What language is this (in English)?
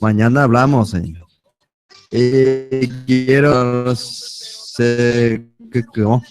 Guarani